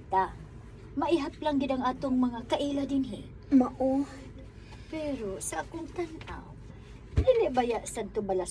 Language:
Cebuano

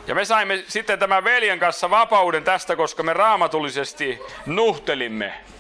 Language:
Finnish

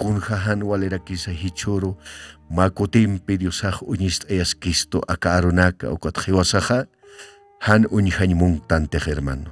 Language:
Aymara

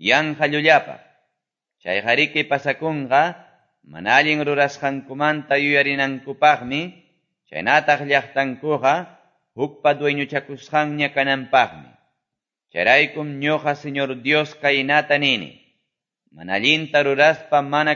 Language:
Quechua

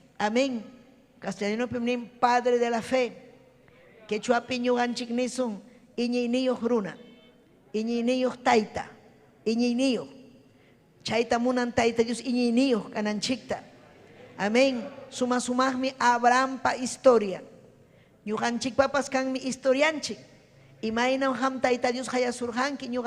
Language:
Ayacucho Quechua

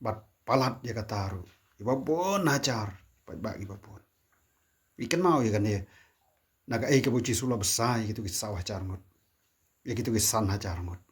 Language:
Khasi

